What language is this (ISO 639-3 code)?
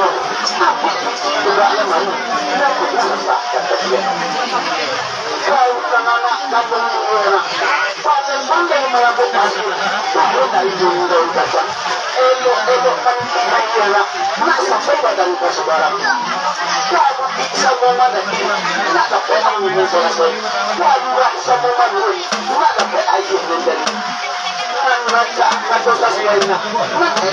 min